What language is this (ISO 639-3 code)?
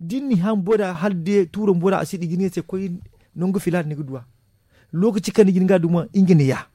dje